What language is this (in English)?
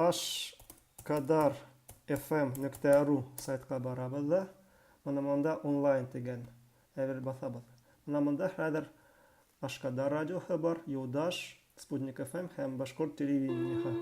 Bashkir